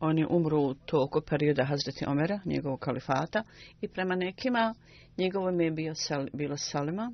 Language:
Bosnian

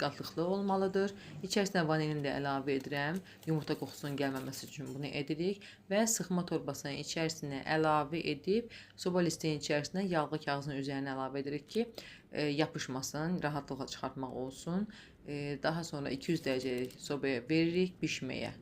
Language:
Azerbaijani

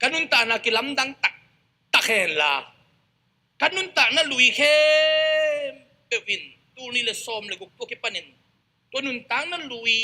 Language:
Tedim Chin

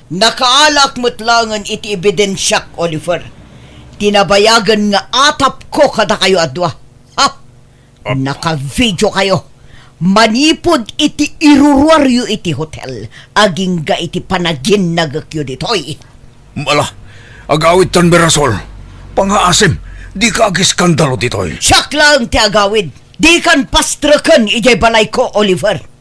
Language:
Iloko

